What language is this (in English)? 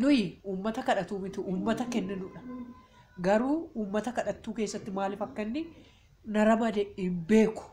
Oromo